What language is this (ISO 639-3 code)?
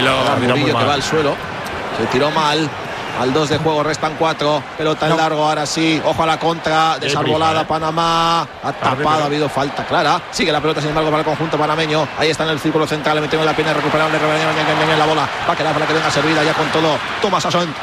spa